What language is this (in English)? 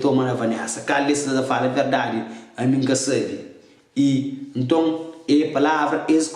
Kabuverdianu